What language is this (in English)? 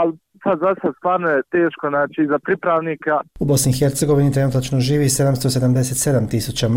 Bosnian